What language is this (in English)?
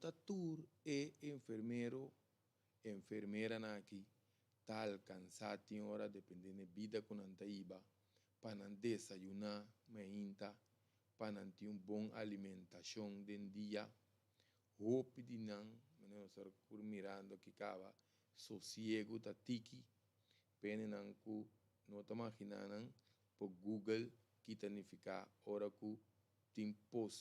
Papiamento